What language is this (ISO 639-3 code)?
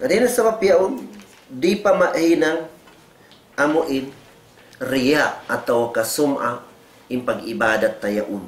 tsg